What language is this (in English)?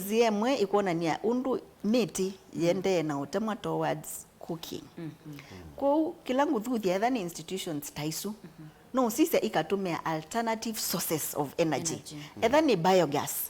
Kamba